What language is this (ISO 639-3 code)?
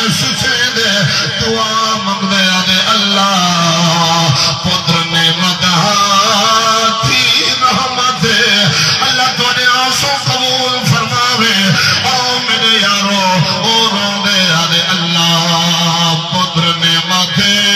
skr